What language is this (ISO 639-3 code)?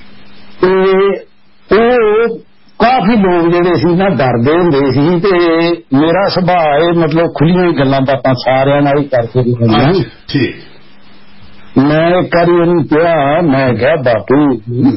pan